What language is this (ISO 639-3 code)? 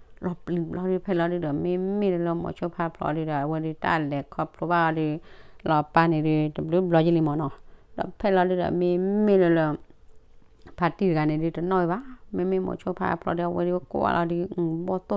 ksw